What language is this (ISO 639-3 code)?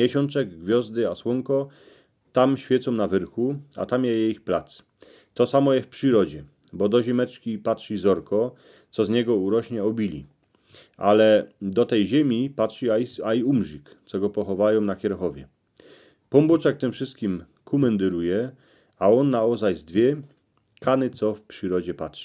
szl